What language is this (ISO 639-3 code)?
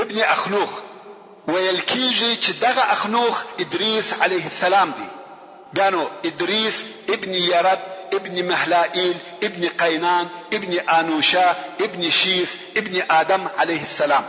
pus